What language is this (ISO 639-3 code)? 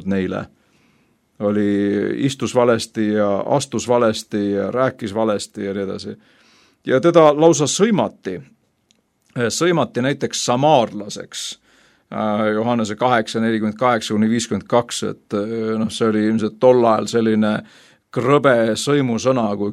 est